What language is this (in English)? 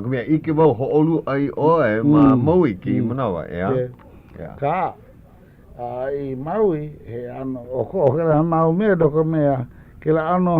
Hawaiian